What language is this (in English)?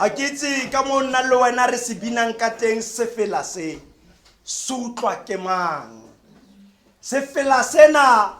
Tswana